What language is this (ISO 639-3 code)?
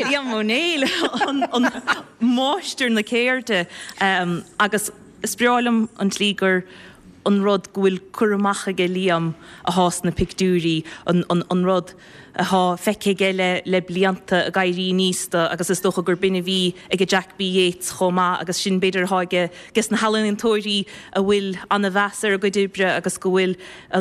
gle